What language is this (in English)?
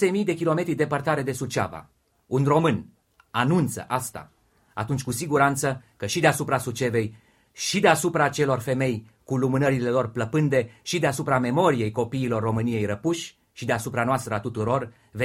Romanian